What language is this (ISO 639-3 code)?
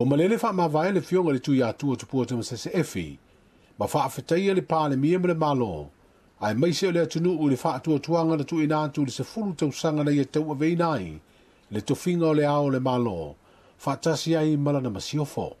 smo